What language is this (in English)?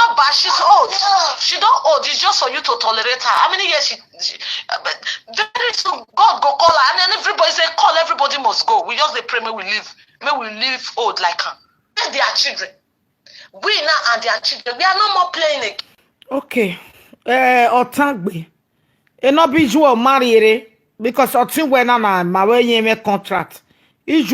Nigerian Pidgin